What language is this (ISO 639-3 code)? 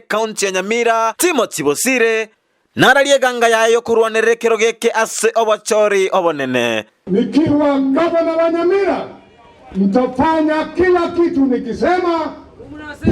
guz